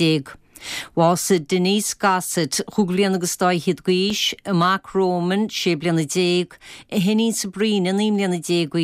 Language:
Irish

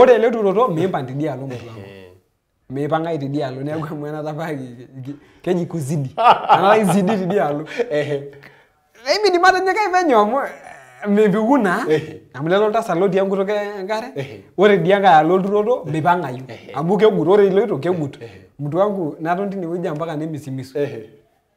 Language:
Masai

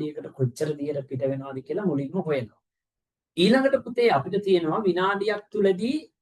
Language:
Sinhala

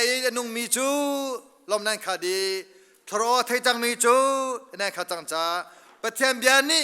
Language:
Hakha Chin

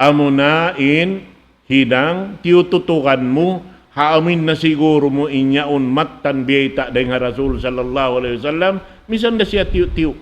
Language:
Tausug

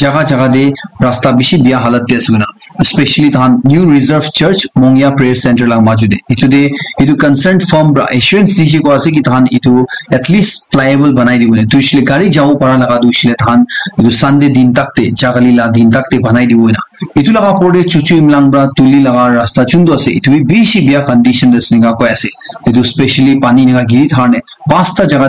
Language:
Naga Pidgin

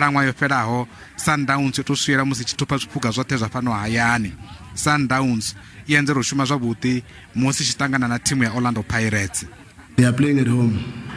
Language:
Venda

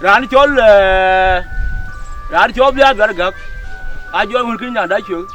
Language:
Dinka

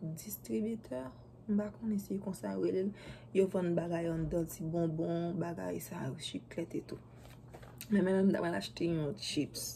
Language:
Haitian Creole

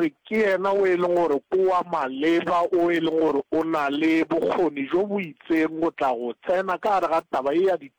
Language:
Northern Sotho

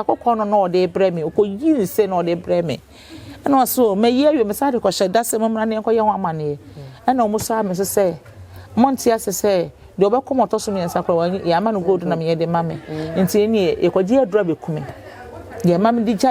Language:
Akan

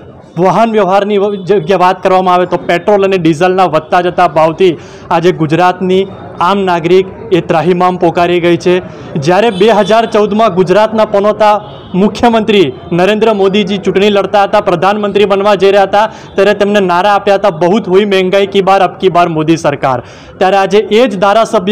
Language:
Gujarati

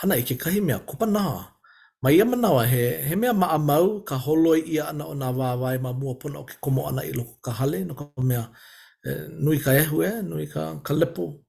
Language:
Hawaiian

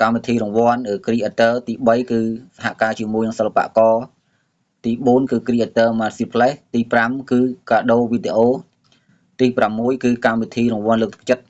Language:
Khmer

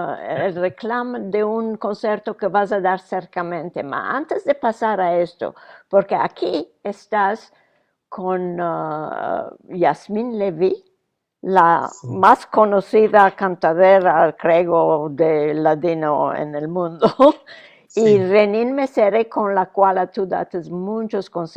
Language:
Ladino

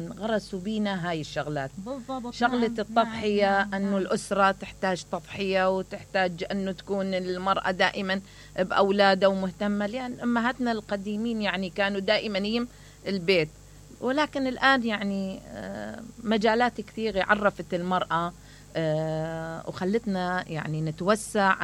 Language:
Mesopotamian Arabic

